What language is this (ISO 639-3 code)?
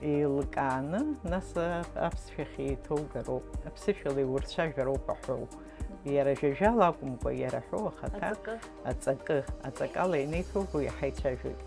abk